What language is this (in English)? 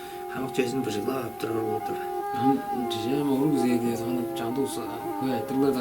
Tuvinian